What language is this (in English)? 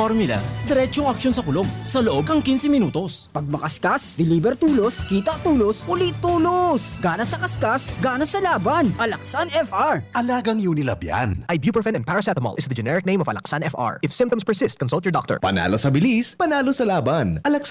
Bikol